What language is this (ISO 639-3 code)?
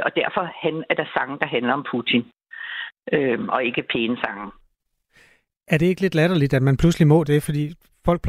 dan